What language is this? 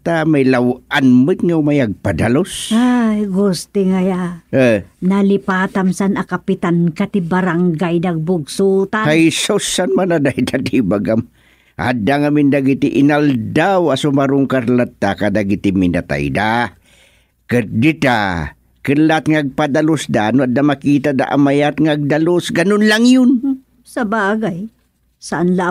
Iloko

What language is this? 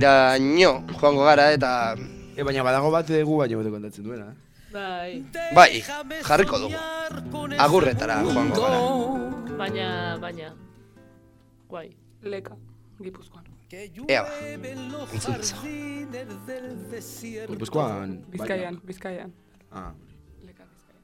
Basque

